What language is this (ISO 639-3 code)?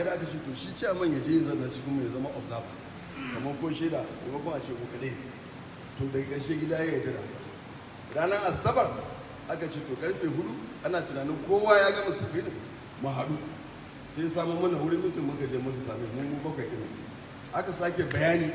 hau